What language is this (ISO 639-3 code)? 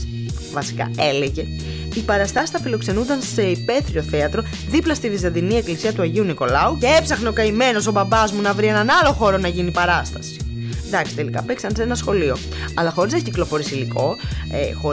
ell